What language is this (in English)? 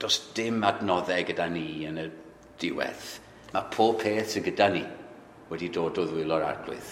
Welsh